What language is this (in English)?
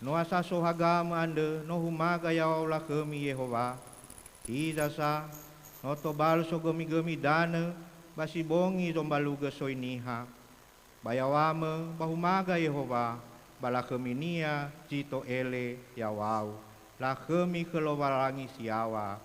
Nias